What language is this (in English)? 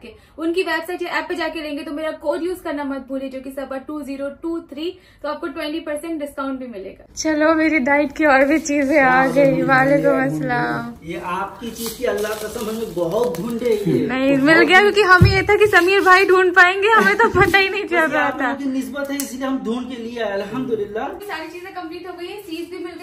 Hindi